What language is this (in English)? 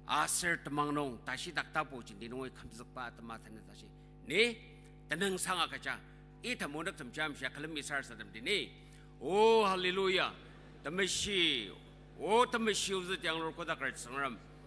Ao Naga